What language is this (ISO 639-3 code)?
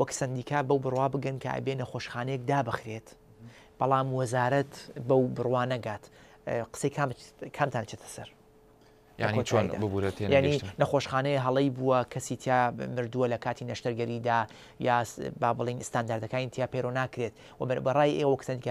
ckb